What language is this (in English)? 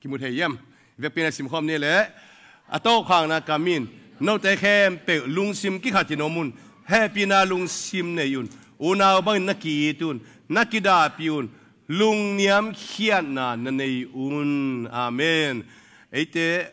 Tedim Chin